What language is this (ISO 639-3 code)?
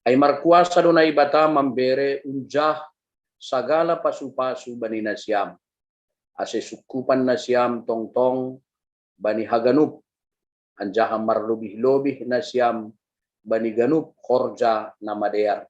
bts